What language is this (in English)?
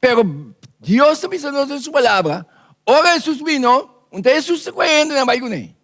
Papiamento